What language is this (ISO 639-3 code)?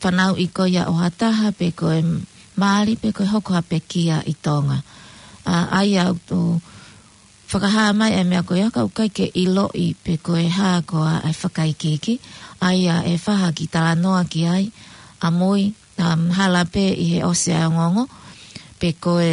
ton